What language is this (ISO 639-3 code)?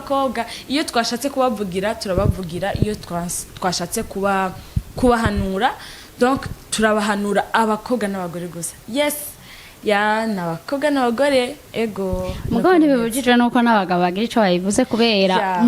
run